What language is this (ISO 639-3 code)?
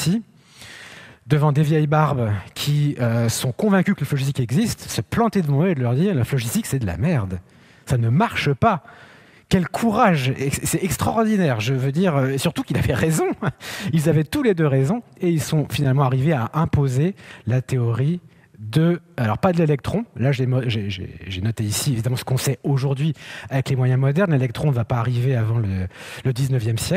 fra